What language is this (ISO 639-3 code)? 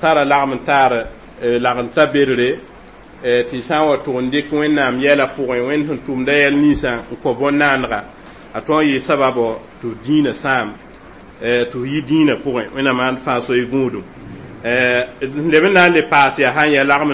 mos